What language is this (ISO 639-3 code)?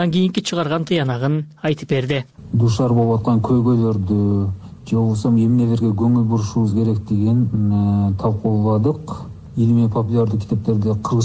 kir